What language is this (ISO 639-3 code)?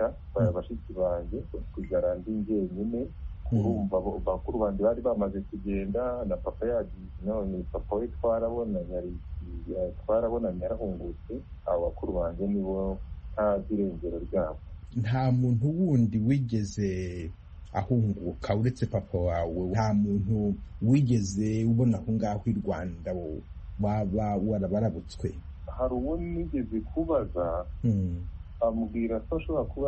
kin